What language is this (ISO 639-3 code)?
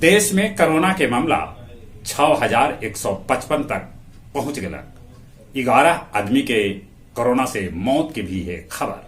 mag